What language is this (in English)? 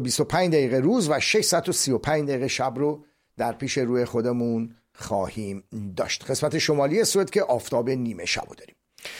Persian